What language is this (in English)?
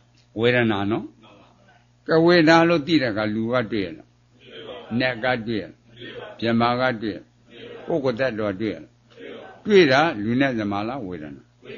Burmese